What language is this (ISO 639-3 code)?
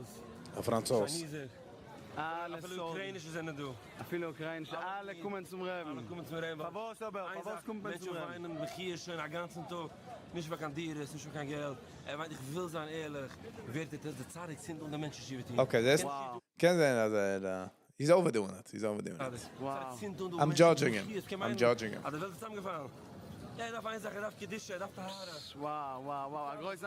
yid